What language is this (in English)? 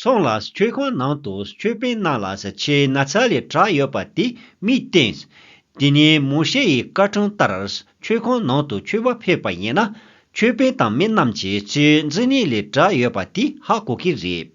Tibetan